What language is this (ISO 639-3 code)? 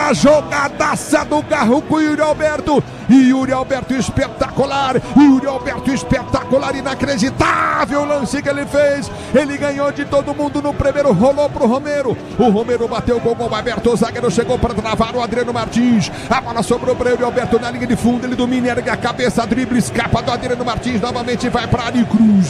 por